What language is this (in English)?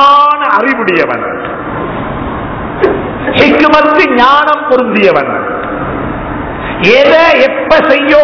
Tamil